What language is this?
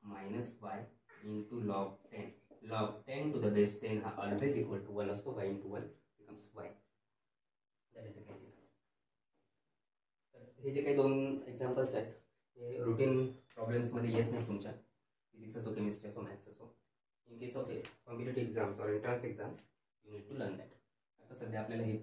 Marathi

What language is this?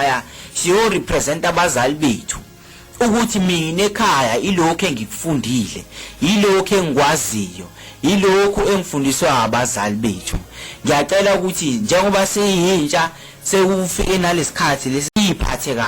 Zulu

